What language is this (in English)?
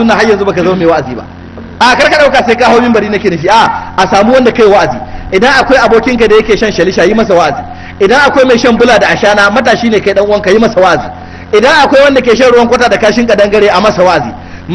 Hausa